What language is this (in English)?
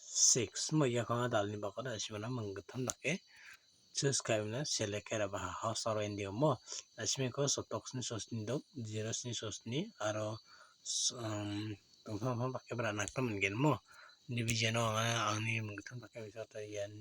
Garo